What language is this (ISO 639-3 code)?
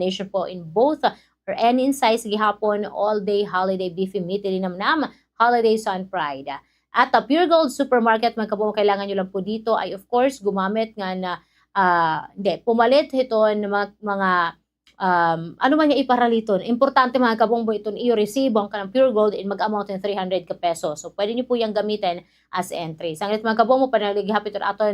war